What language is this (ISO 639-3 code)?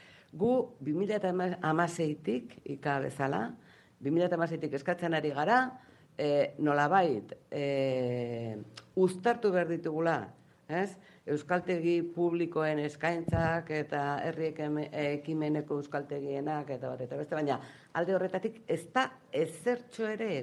eus